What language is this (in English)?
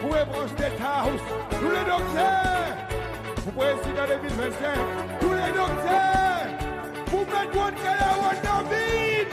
Seselwa Creole French